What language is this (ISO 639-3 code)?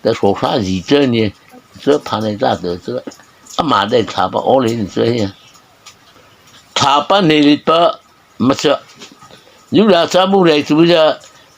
mrh